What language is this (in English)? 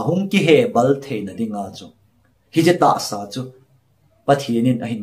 Thado Chin